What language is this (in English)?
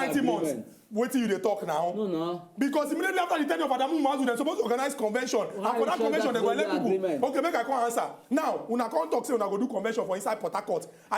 Nigerian Pidgin